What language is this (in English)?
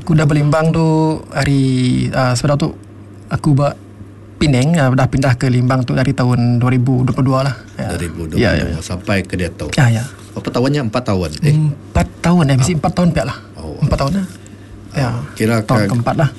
Iban